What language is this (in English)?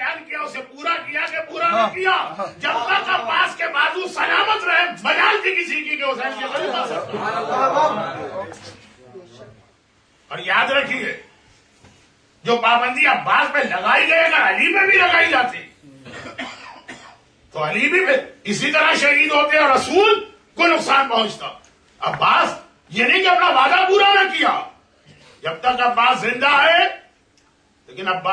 Urdu